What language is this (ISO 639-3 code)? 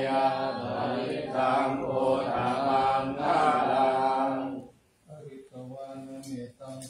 pli